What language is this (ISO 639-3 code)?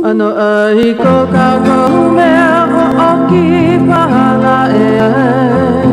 haw